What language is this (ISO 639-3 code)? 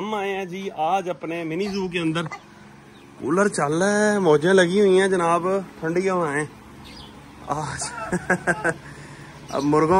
hin